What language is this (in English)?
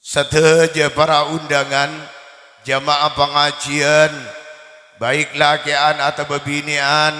Madurese